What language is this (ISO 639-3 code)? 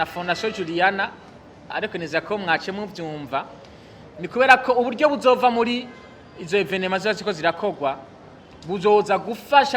run